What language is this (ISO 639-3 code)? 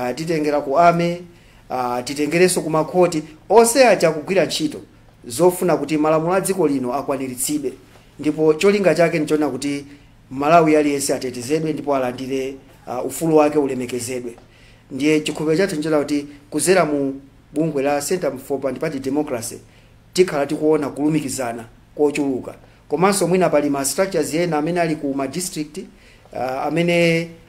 nya